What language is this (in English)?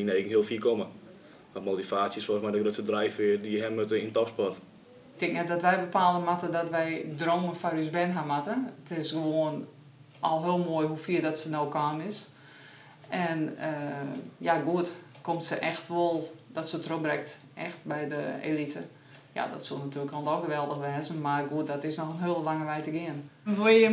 Western Frisian